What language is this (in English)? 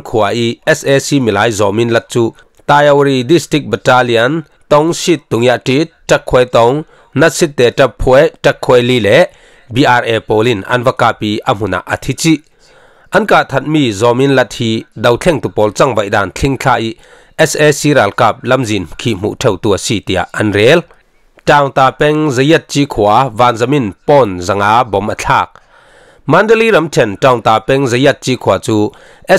Falam Chin